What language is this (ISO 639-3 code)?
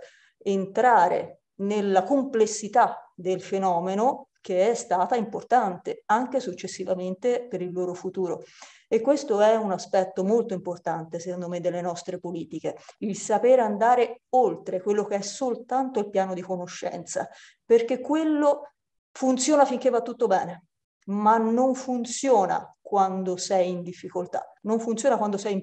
ita